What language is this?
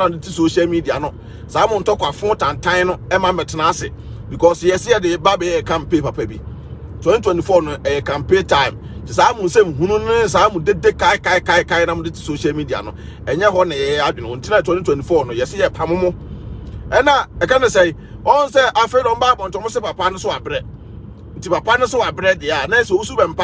Akan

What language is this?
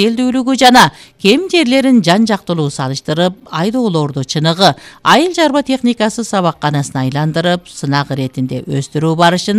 Kyrgyz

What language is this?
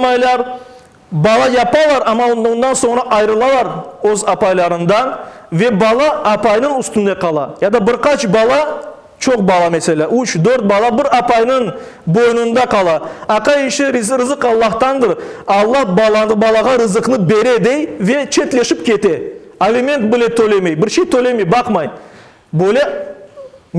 Crimean Tatar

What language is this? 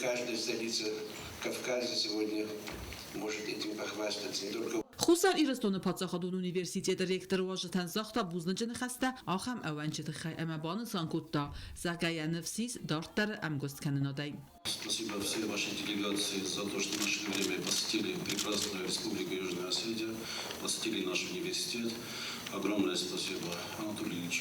Ossetic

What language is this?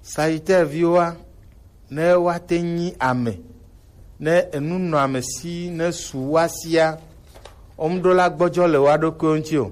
Gen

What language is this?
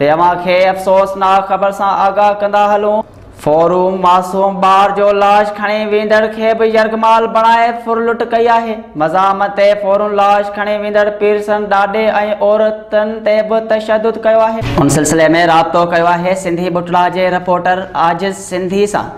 Sindhi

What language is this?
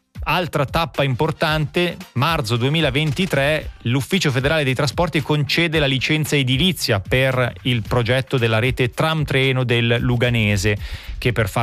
Italian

